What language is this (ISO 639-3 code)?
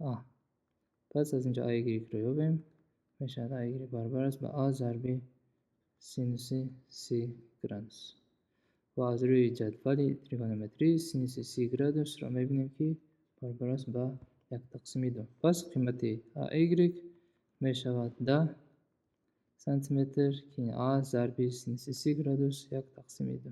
tgk